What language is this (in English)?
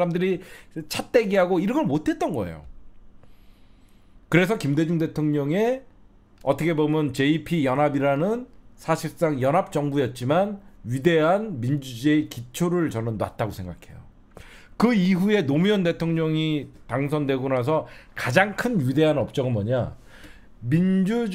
Korean